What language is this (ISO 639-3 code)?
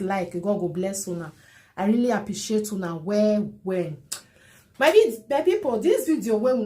pcm